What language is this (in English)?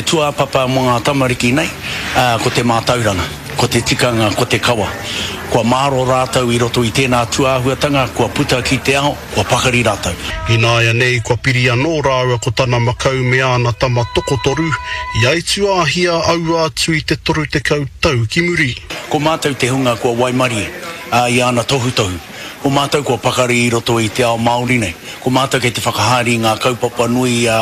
Māori